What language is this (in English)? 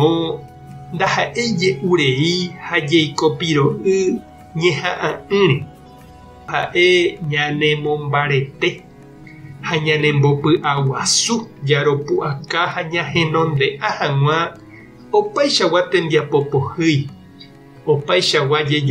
Guarani